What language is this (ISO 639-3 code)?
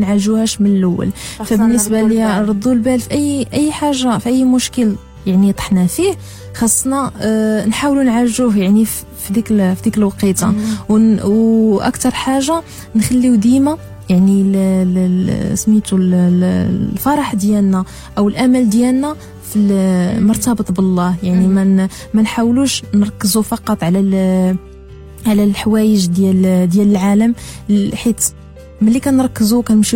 ary